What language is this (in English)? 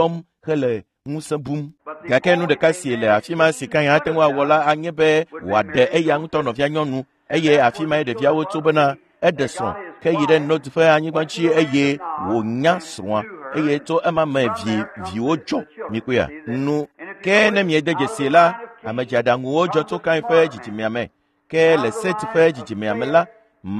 Ewe